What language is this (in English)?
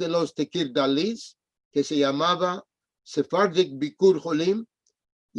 Ladino